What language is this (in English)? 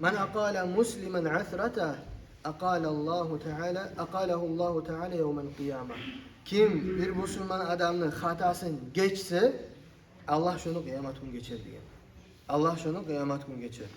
Kumyk